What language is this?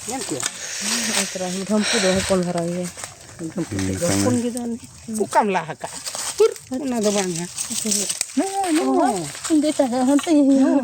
Santali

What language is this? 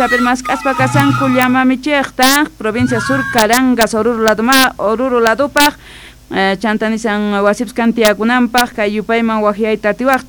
South Bolivian Quechua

